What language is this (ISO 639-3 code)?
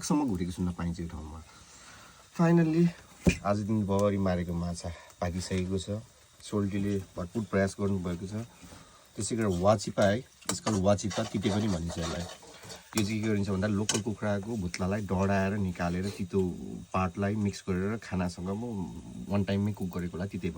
nep